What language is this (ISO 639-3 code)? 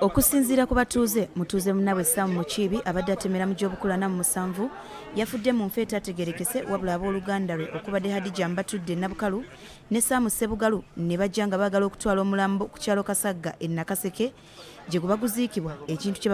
lug